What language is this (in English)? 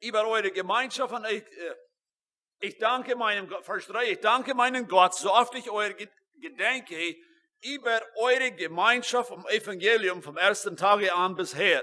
Plautdietsch